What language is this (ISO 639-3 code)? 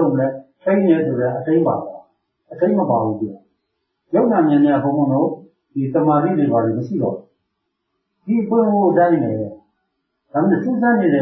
mya